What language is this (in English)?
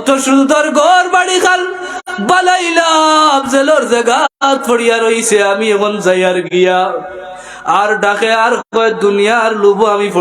Sylheti